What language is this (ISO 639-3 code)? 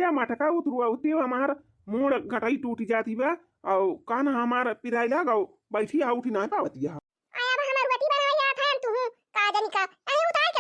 awa